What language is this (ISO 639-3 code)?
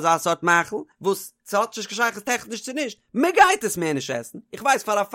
yid